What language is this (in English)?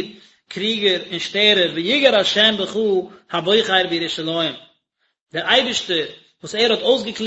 Yiddish